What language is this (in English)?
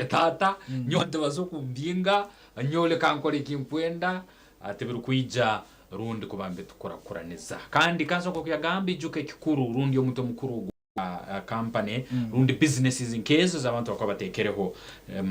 Nyankole